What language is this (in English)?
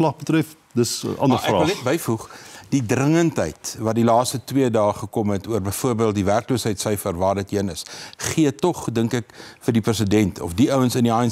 Afrikaans